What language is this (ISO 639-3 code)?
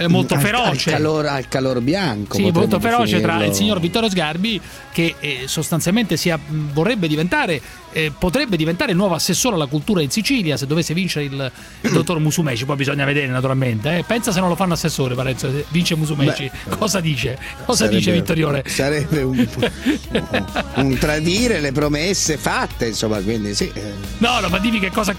ita